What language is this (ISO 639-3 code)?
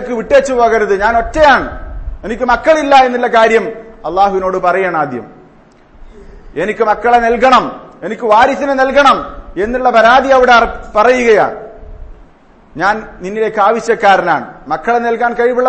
mal